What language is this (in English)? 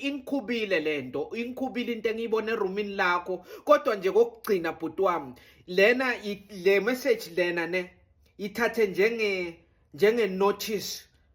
Zulu